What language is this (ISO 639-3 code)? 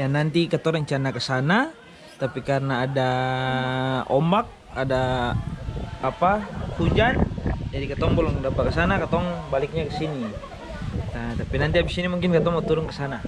abs